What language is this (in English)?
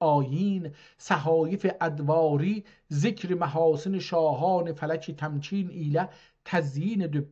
South Azerbaijani